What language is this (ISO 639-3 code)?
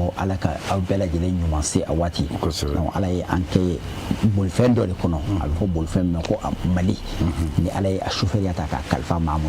bam